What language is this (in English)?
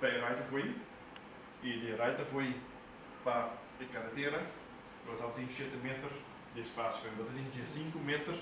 Papiamento